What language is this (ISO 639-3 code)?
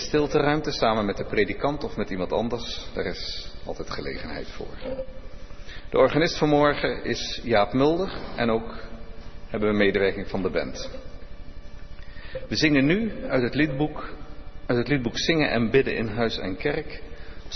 nld